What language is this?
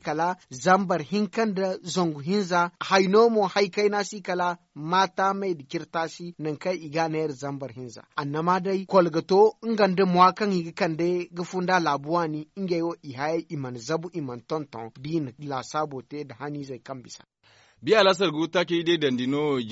Zarma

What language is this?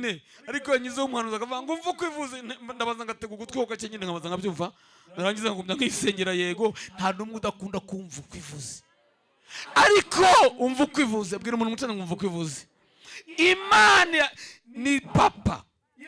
Kinyarwanda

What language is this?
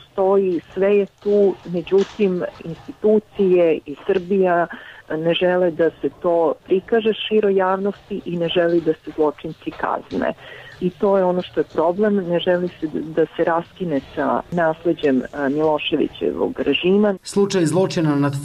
Serbian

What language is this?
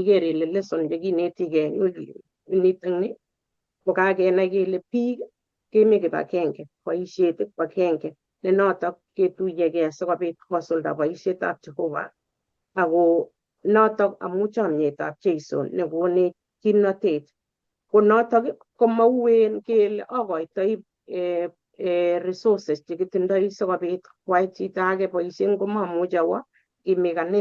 Kalenjin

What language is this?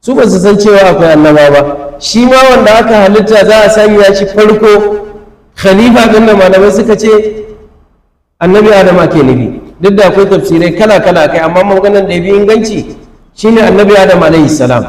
Hausa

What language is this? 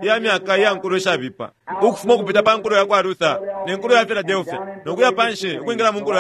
Bemba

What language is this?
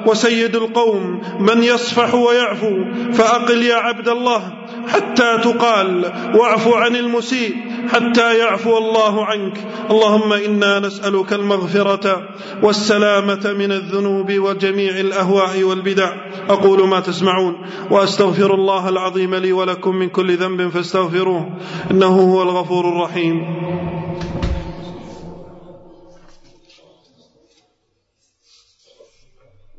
Arabic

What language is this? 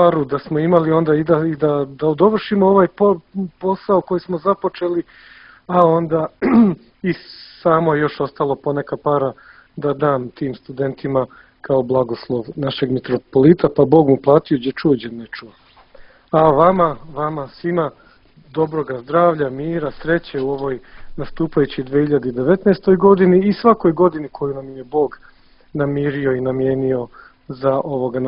Serbian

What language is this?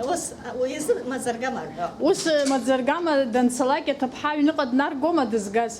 Abkhazian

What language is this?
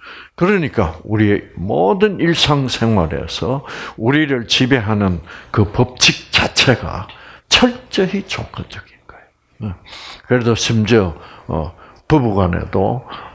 Korean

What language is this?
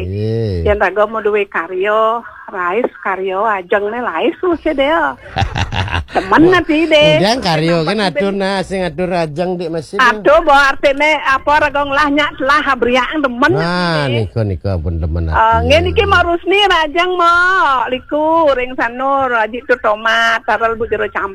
Balinese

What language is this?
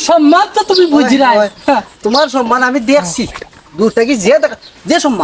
Sylheti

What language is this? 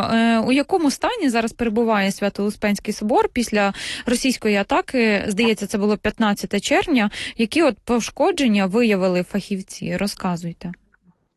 Ukrainian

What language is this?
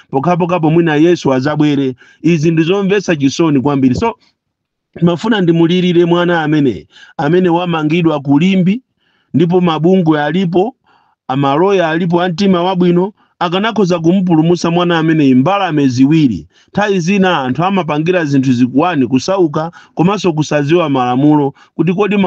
Nyanja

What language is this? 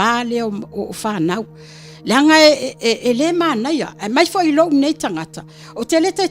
Samoan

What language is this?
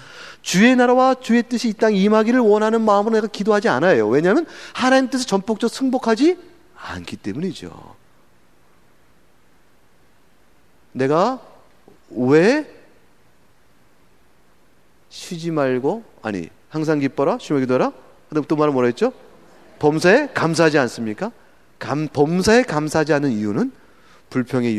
Korean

